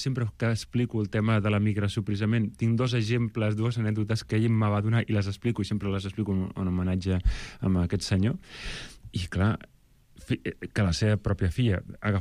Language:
Catalan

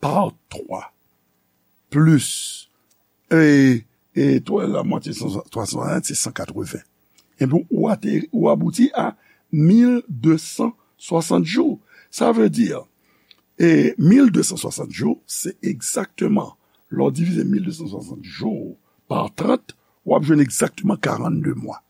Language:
Haitian Creole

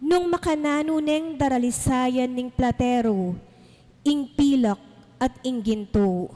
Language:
Pampanga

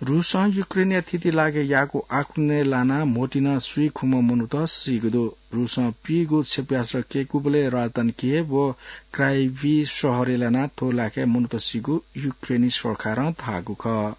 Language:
Newari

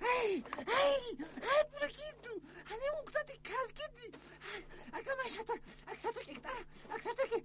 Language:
Aymara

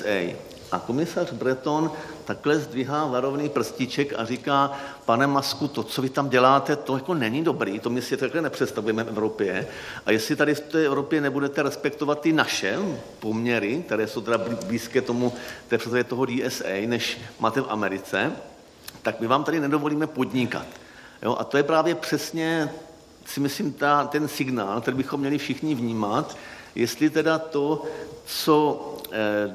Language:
Czech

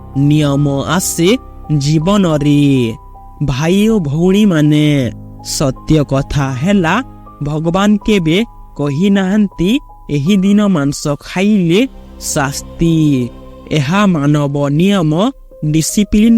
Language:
Odia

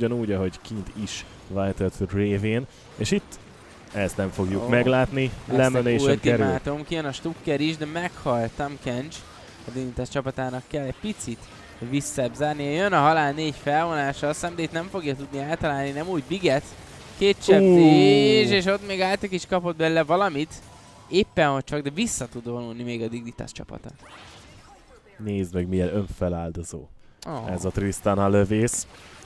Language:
Hungarian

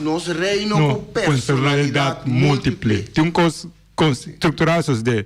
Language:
Papiamento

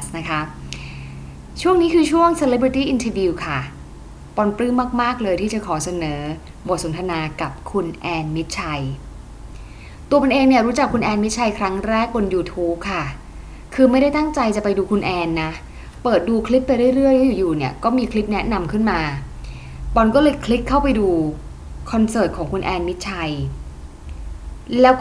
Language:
Thai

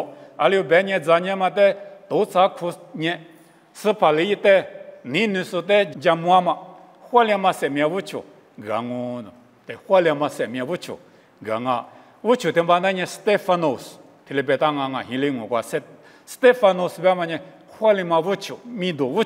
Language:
Lisu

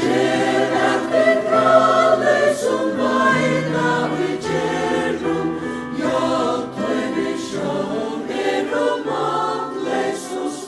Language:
Faroese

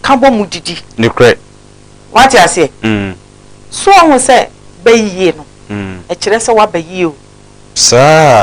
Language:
Akan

